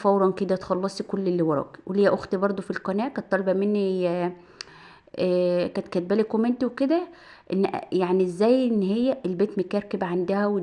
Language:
Egyptian Arabic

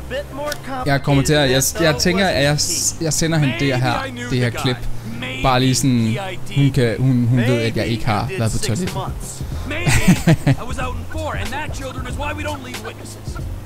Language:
Danish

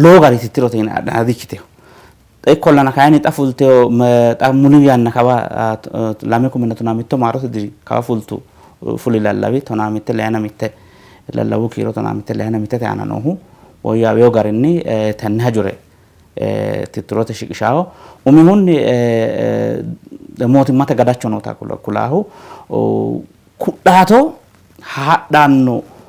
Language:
Sidamo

